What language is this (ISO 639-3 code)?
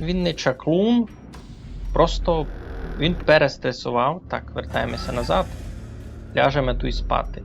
rue